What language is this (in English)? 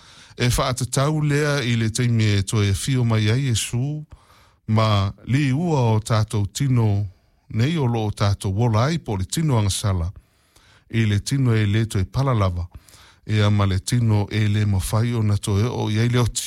Samoan